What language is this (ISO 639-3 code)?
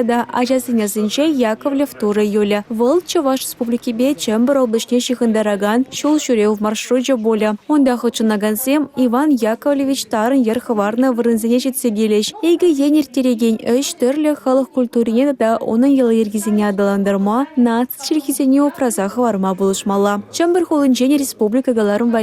chv